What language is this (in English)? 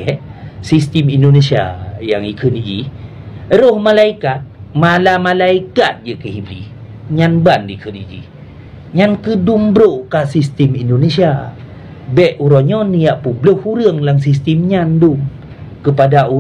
Achinese